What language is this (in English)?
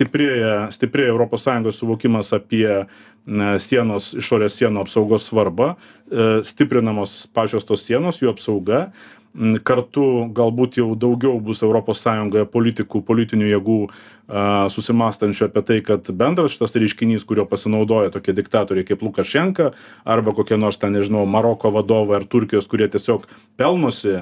Lithuanian